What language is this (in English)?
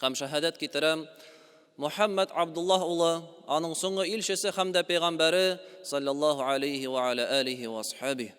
Tatar